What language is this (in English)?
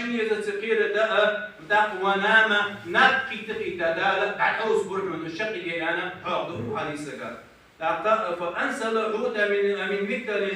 Ingush